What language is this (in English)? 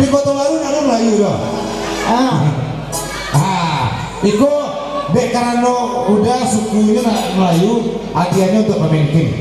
Minangkabau